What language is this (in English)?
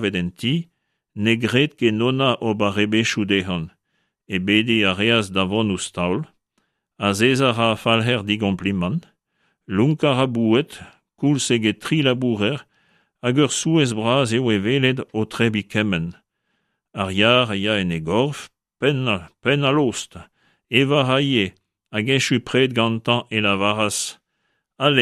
Breton